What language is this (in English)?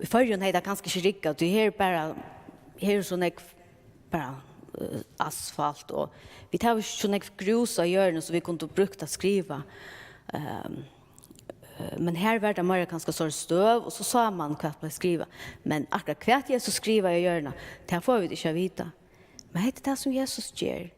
Faroese